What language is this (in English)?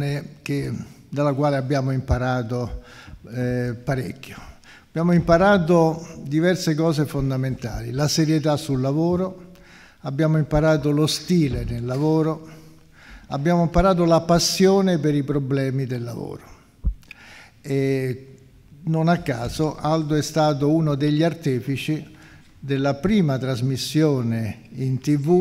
Italian